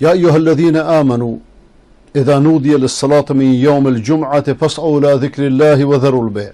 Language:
Persian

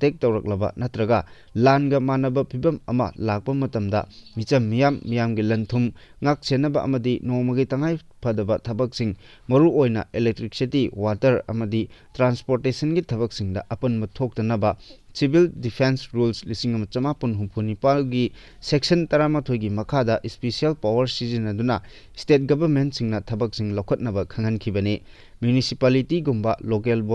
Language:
Manipuri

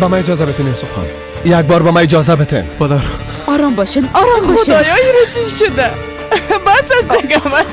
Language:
Persian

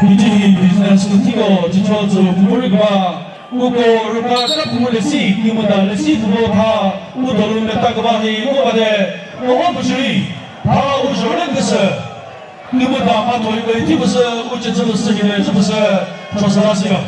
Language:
Chokri Naga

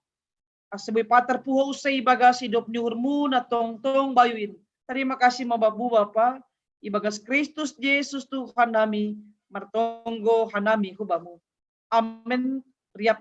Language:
Batak Simalungun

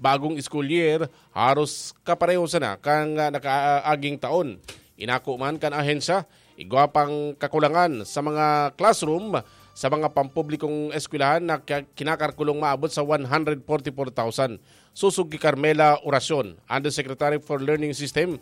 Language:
Bikol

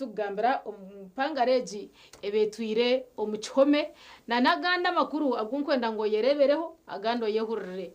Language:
Nyankole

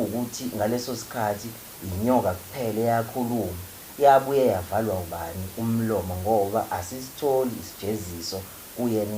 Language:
Zulu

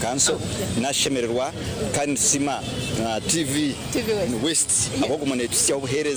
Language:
Nyankole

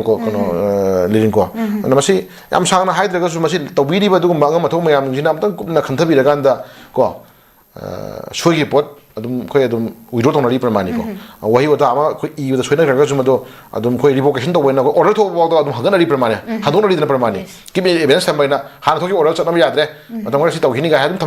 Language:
Manipuri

